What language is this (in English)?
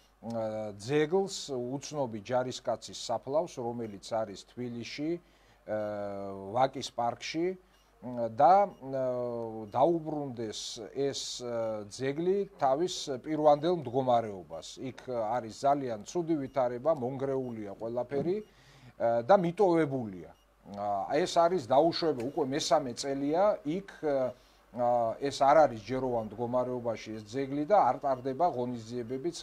Georgian